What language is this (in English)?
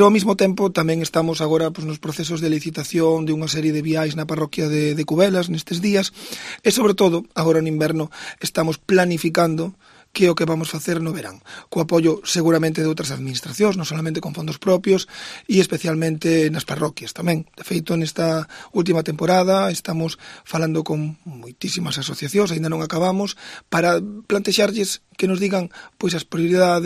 Galician